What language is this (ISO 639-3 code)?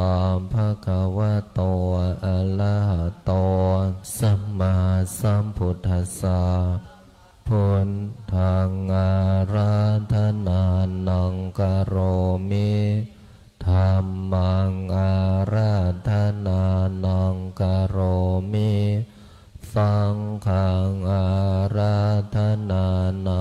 pli